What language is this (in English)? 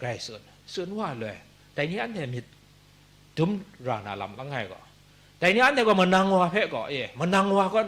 Kachin